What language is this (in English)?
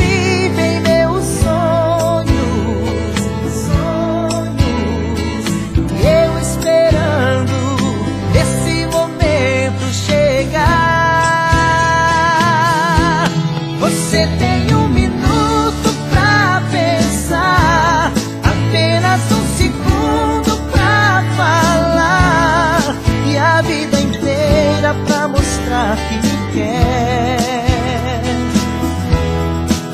Portuguese